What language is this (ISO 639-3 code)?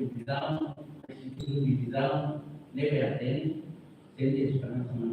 tet